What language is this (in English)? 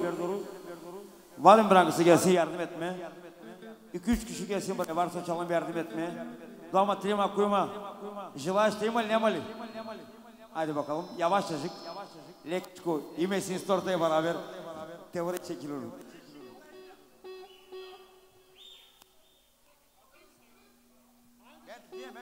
Turkish